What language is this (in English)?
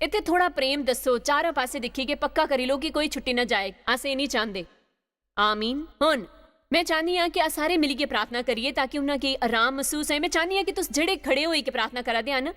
Dogri